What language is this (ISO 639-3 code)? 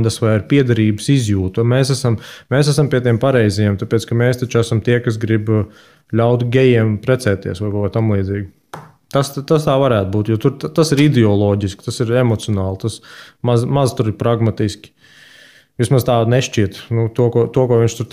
lav